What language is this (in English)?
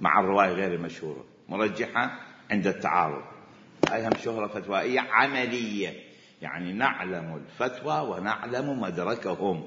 Mesopotamian Arabic